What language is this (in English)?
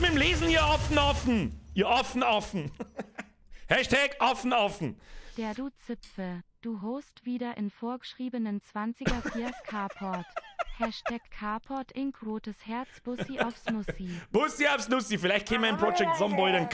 Bavarian